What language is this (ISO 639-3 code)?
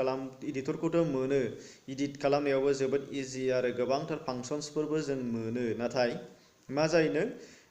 brx